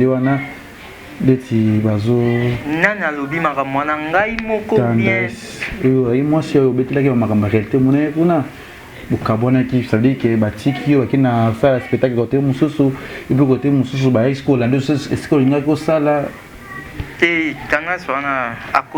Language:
Lingala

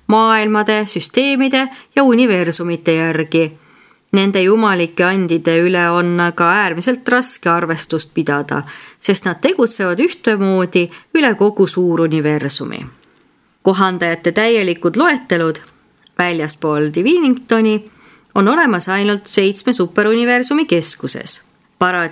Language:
Estonian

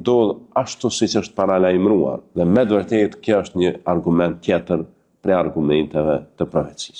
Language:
Albanian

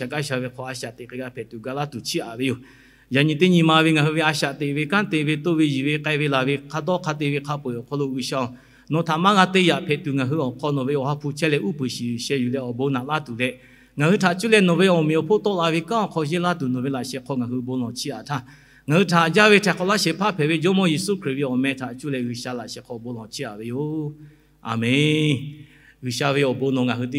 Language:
Lahu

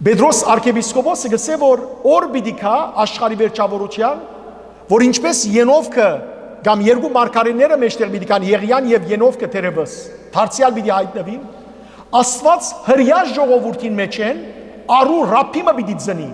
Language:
Western Armenian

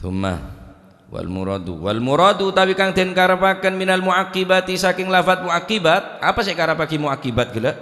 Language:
Madurese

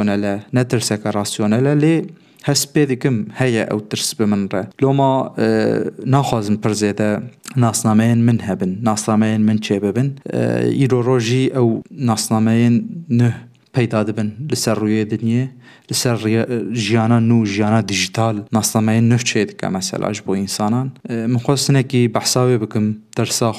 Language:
Kurdish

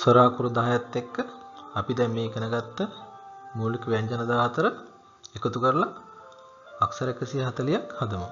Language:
Sinhala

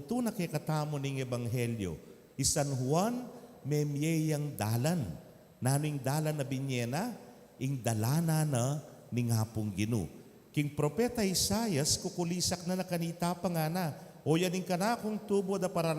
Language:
Pampanga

